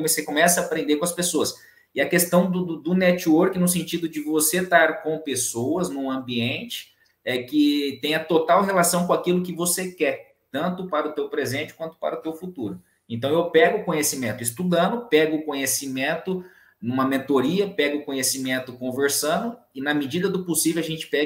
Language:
Portuguese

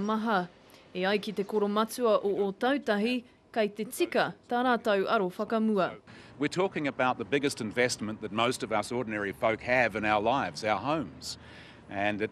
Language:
Māori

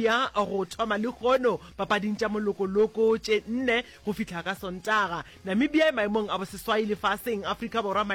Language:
Northern Sotho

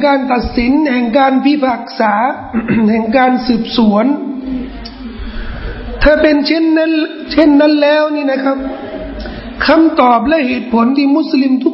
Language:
Thai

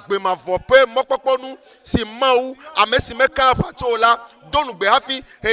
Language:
Ewe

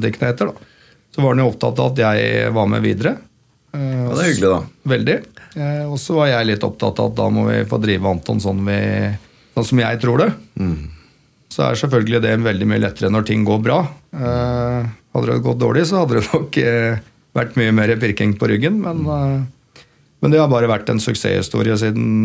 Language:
Norwegian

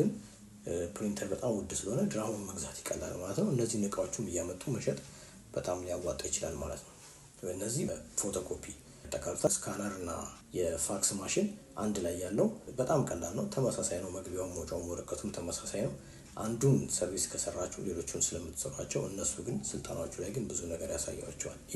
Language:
Amharic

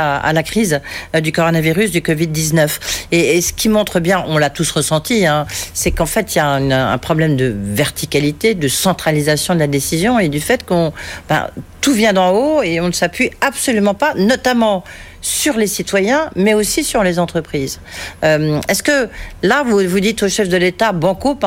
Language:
French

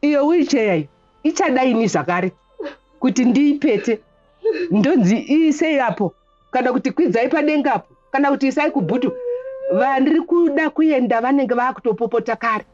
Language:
Shona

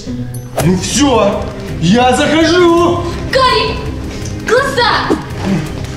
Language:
Russian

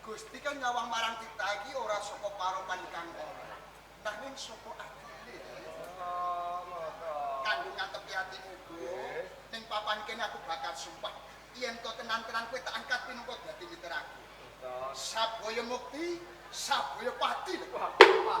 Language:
Javanese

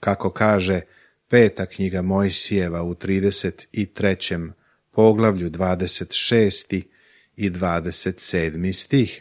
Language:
Serbian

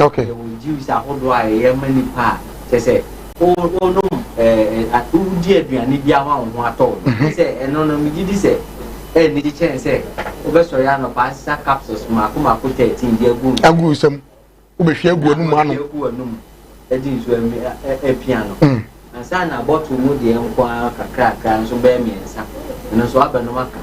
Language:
Akan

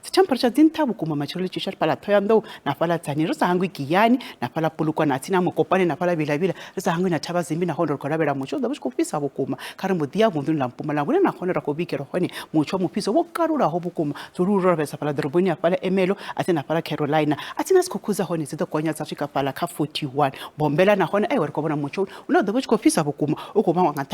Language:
Venda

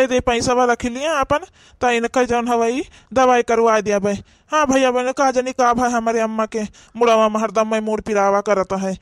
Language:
Awadhi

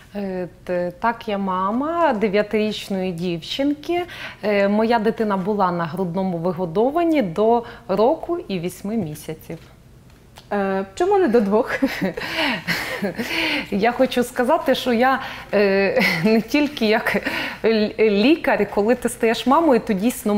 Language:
Ukrainian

